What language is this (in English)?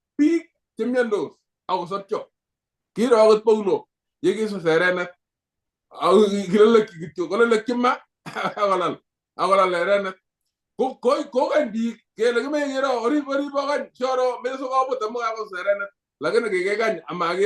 Kalenjin